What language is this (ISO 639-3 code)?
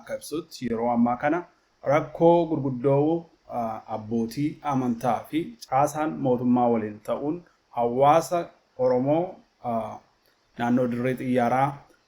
orm